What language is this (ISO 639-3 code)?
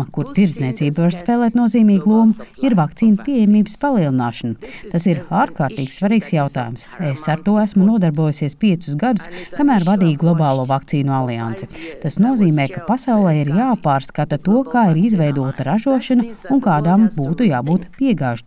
lav